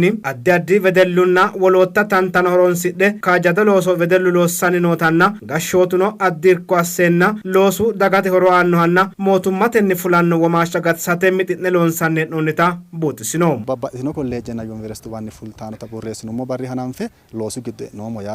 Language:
Sidamo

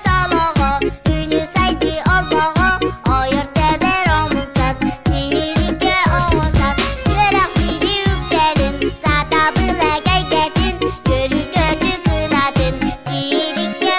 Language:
Yakut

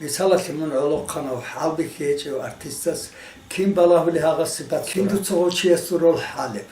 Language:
Avaric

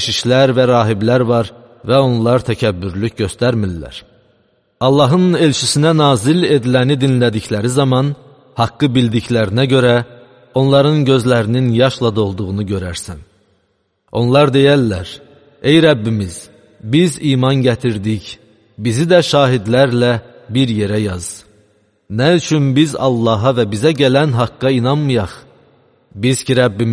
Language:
Azerbaijani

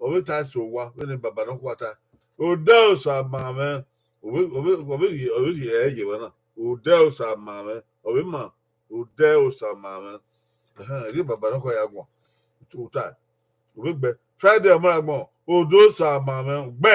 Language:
Bini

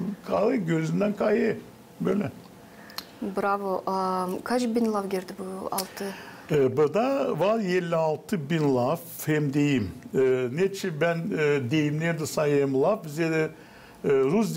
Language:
Gagauz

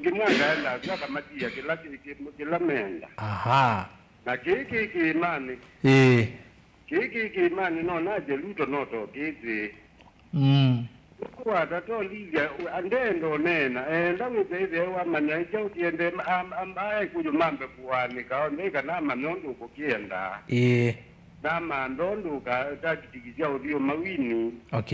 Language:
Kamba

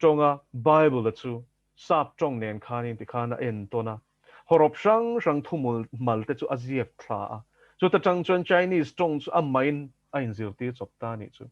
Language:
Mizo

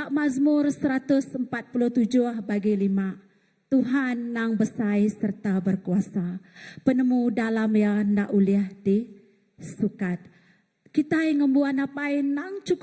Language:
Iban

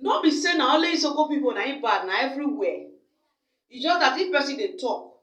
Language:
Nigerian Pidgin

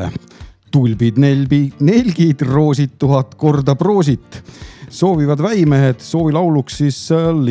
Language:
Estonian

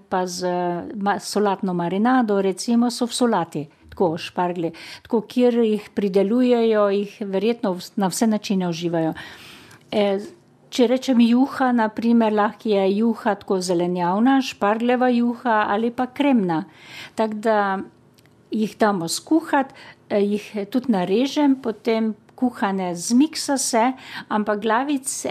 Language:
Slovenian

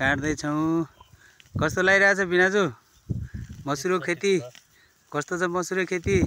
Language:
Nepali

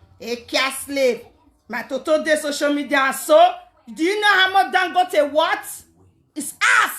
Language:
Nigerian Pidgin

